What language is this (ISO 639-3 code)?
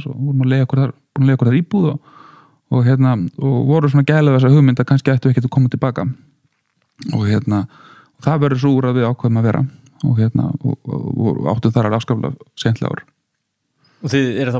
isl